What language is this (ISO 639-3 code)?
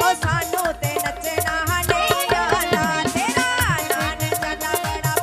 doi